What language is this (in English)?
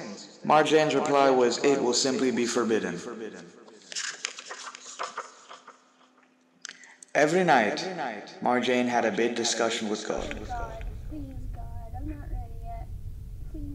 English